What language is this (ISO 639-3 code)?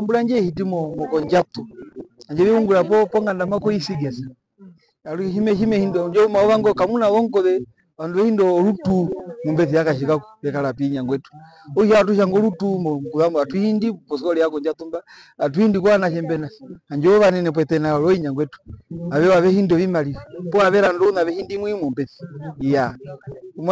her